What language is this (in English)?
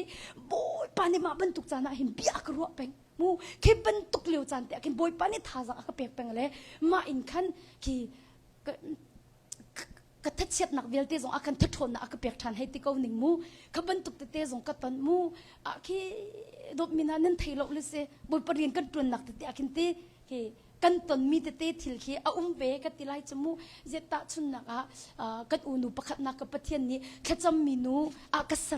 Hakha Chin